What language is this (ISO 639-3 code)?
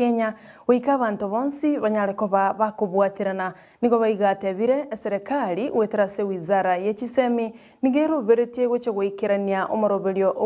guz